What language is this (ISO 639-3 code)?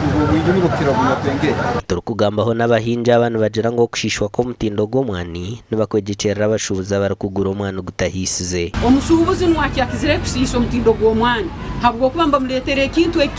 nyn